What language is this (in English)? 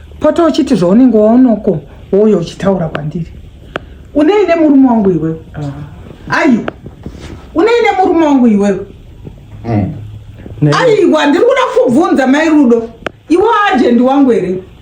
Shona